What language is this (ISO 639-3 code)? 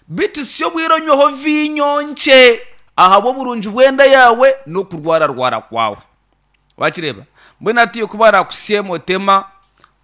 nyn